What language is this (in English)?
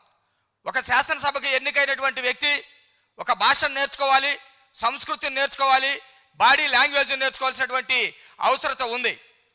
Telugu